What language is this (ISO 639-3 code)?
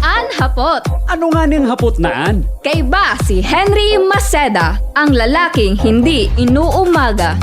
bik